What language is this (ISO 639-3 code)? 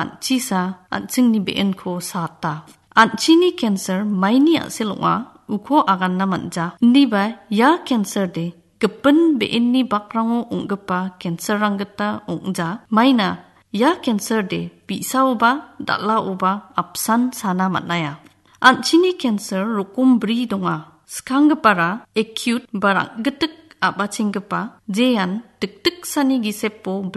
grt